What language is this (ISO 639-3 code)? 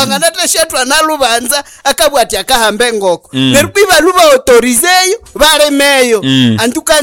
nnb